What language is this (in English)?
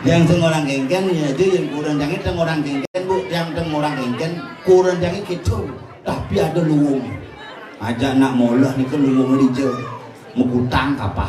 Balinese